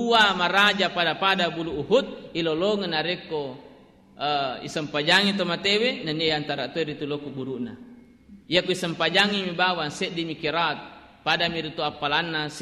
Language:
Buginese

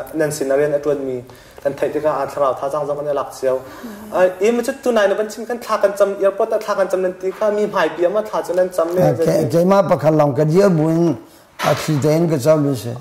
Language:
Hakha Chin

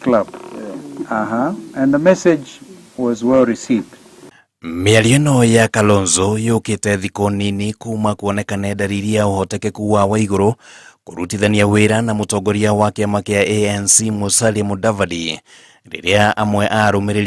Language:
Kikuyu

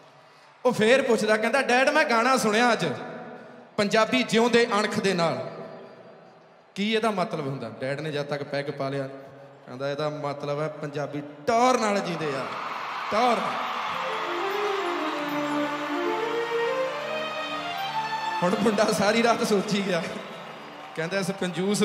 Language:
Punjabi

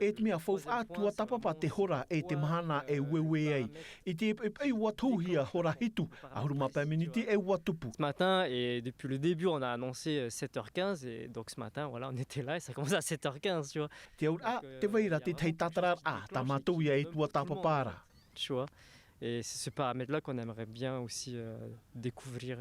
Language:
Tahitian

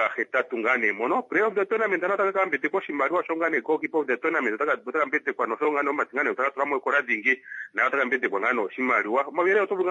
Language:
Kuanyama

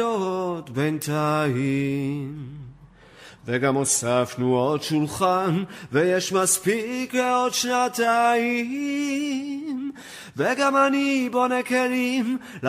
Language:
Hebrew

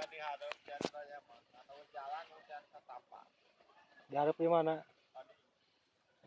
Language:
Sundanese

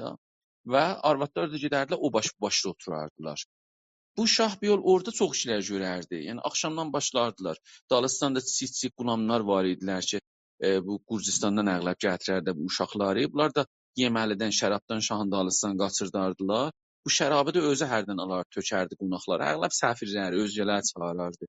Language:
South Azerbaijani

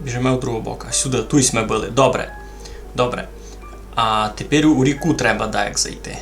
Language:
Rusyn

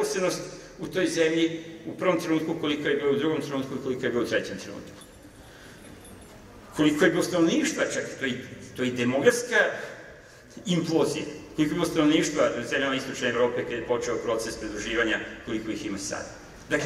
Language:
Serbian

